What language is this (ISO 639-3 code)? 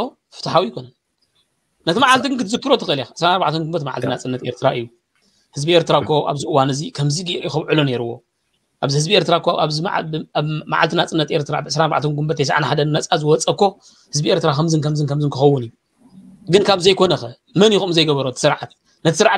tir